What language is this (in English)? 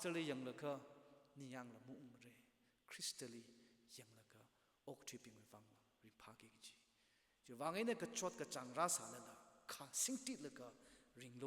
Tangkhul Naga (India)